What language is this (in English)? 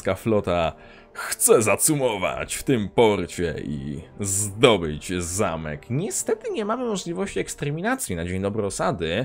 Polish